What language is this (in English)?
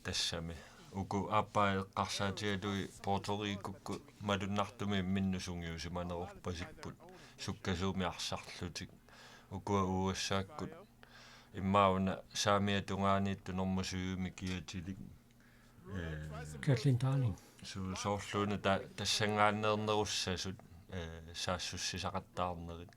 Kalaallisut